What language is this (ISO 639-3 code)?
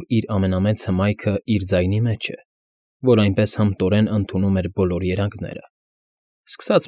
hye